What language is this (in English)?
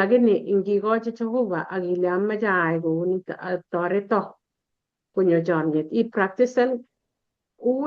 Kalenjin